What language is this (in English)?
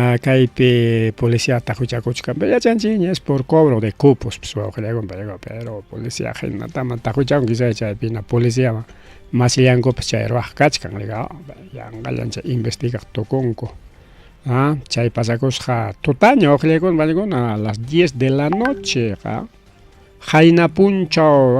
Ayacucho Quechua